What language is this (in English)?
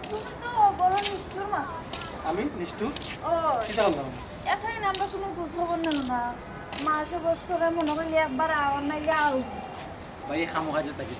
Sylheti